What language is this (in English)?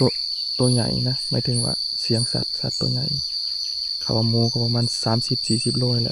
Northeastern Thai